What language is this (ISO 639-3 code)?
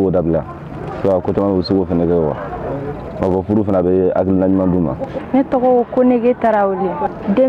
bam